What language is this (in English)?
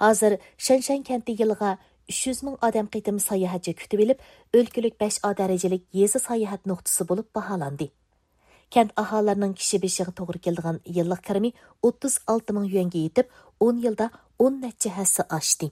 Uyghur